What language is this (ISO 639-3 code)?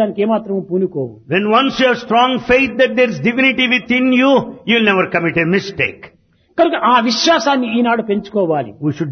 tel